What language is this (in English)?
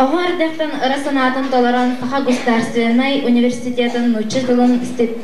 Yakut